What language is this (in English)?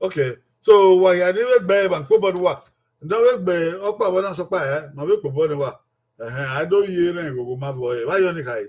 Bini